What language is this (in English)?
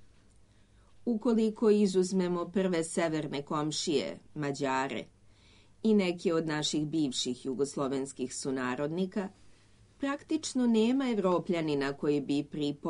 Serbian